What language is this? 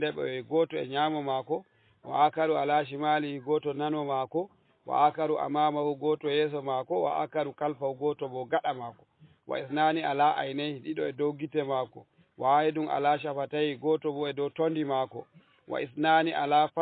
Fula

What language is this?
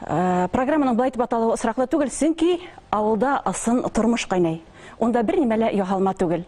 Bashkir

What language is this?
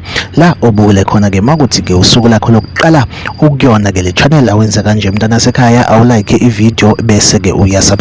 Zulu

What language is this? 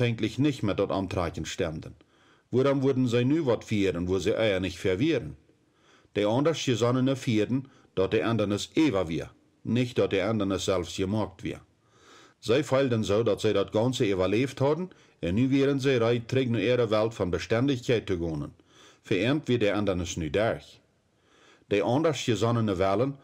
Plautdietsch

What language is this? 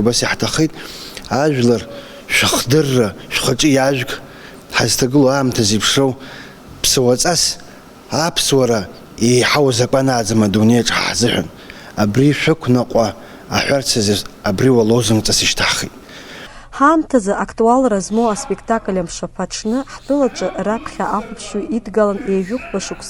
Abkhazian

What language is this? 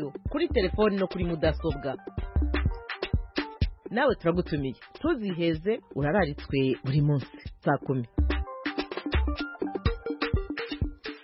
Kinyarwanda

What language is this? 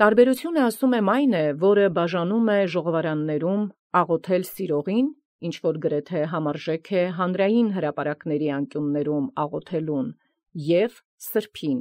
Armenian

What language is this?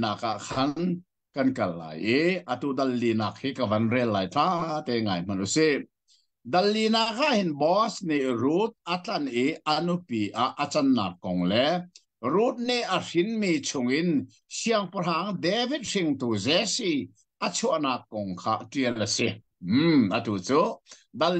Hakha Chin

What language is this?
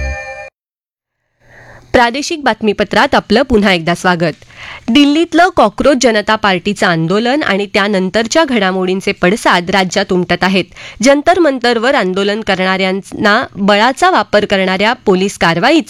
Marathi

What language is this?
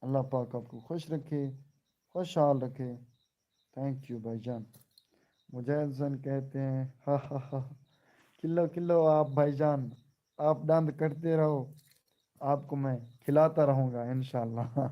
Saraiki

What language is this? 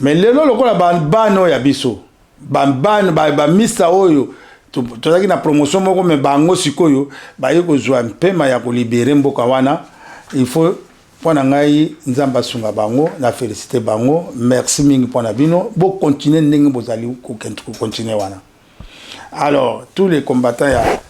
Lingala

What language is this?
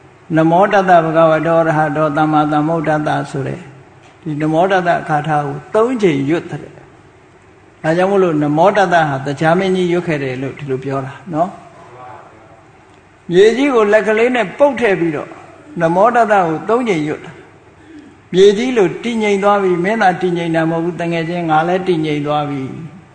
Burmese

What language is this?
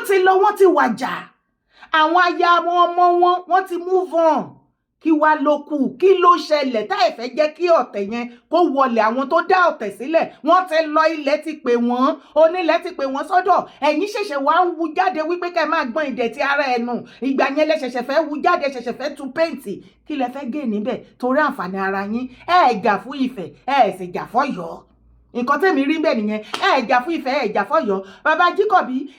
Yoruba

